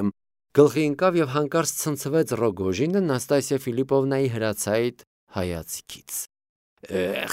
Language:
Armenian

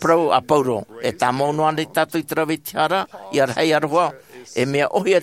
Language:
Tahitian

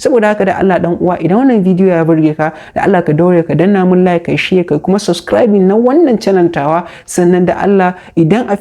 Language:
Hausa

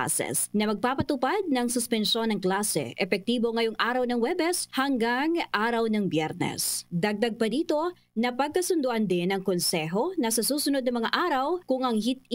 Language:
Filipino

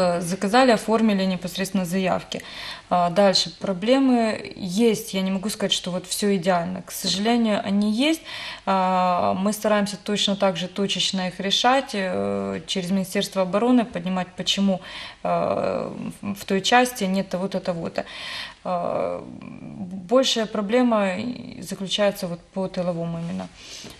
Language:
Russian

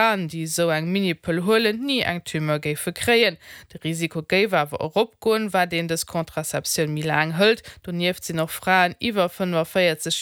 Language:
Luxembourgish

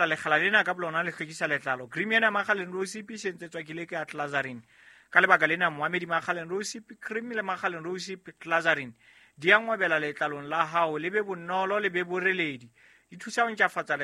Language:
Southern Sotho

